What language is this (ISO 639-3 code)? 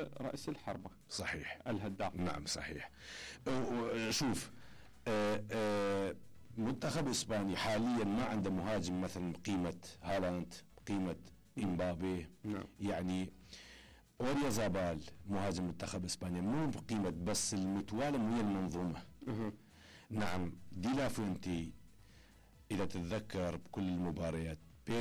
acm